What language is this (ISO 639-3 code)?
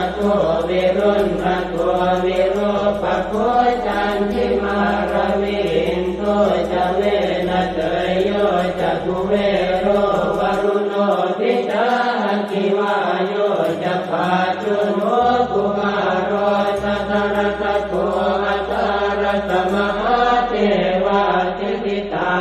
pli